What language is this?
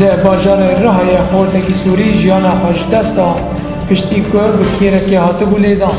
Kurdish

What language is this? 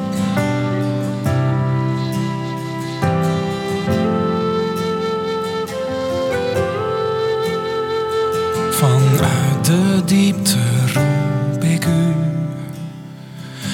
Dutch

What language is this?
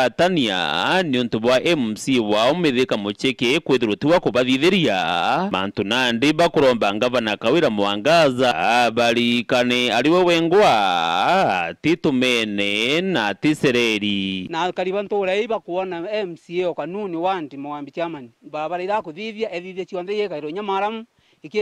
Meru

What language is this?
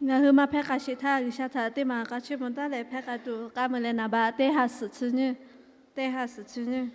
Lahu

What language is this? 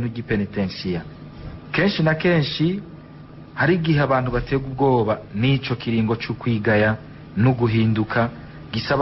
Rundi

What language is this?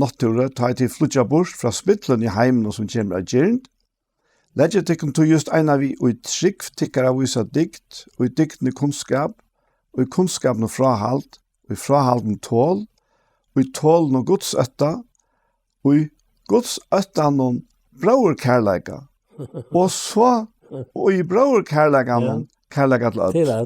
Faroese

